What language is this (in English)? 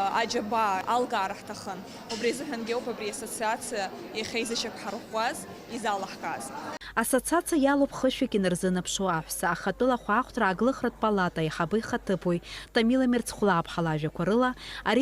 Abkhazian